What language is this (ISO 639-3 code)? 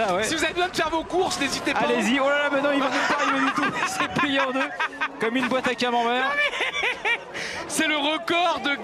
fra